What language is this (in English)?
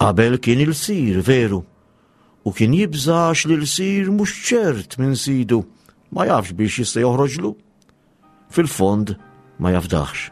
Maltese